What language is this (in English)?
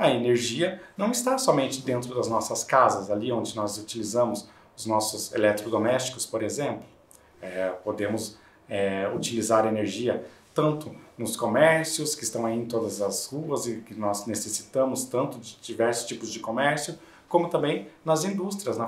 Portuguese